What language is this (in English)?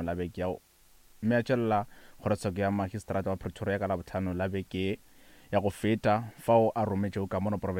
Northern Sotho